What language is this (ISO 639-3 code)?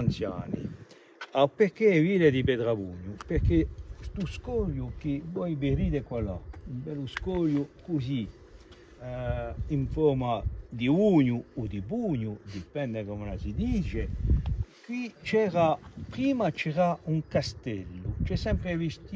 cos